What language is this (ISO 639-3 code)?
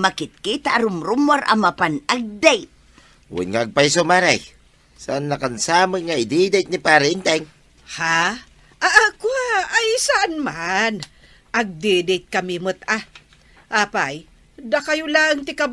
ilo